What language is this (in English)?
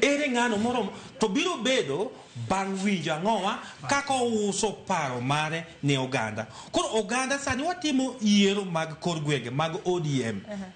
Luo (Kenya and Tanzania)